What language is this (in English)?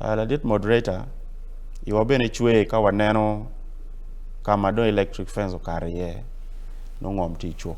Acoli